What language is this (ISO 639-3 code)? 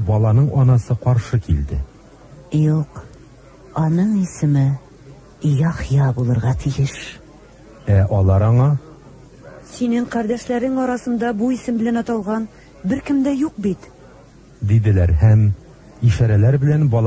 tat